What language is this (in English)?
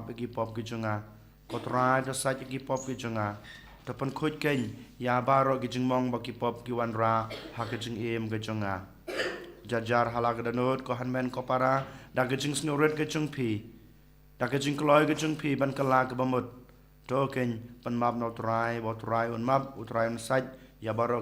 Khasi